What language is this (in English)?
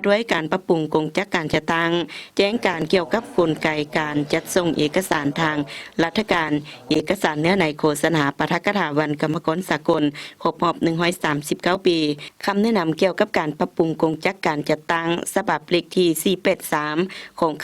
Lao